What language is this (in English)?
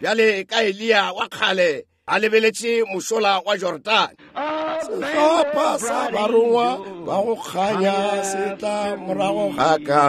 Northern Sotho